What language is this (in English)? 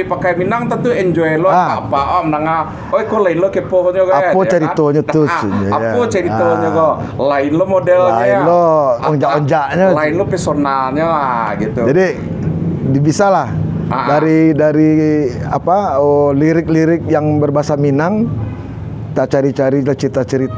Minangkabau